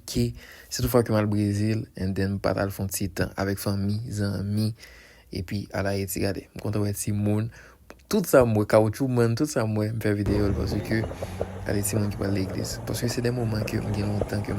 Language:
Haitian Creole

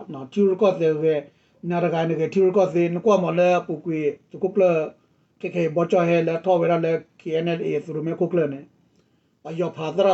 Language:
S'gaw Karen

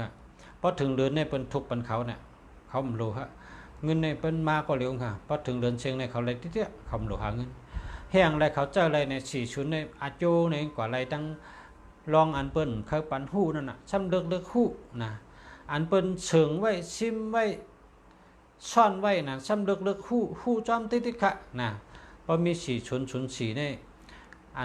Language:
Shan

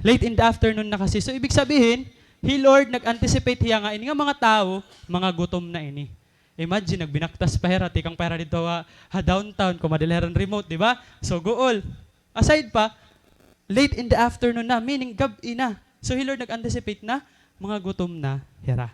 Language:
Waray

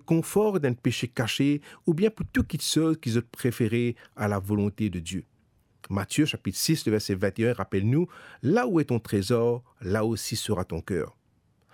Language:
Morisyen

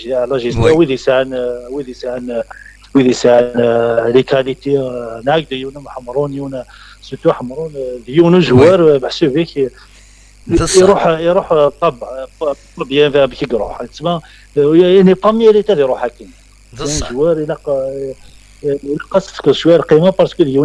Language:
Kabyle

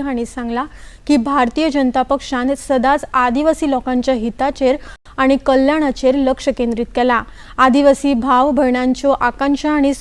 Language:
Konkani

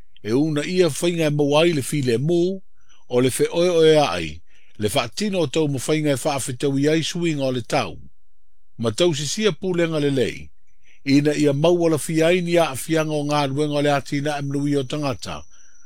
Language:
Samoan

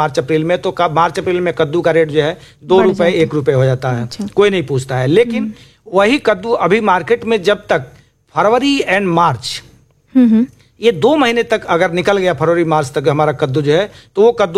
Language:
Hindi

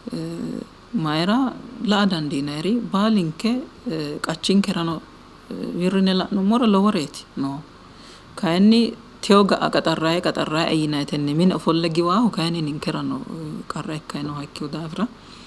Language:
Sidamo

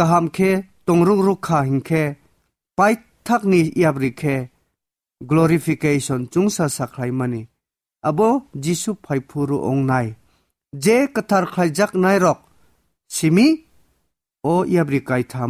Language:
Kok Borok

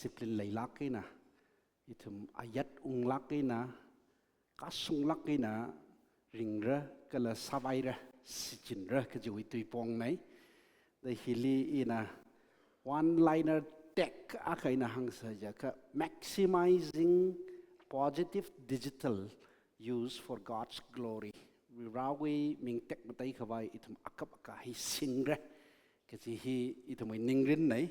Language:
Tangkhul Naga (India)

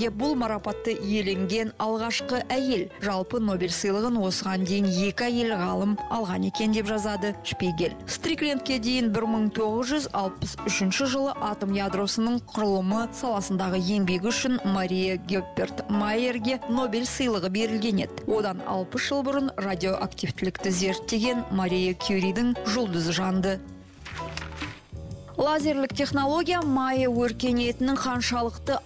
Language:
Kazakh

